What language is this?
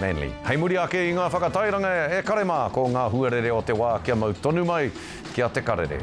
Māori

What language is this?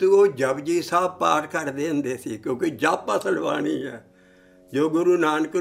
Punjabi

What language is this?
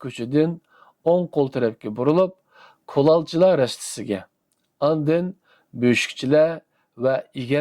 Uyghur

